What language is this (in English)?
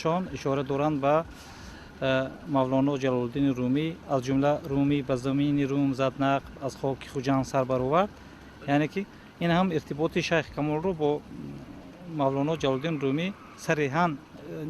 Tajik